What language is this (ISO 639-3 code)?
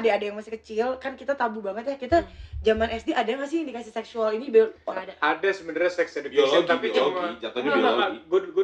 ind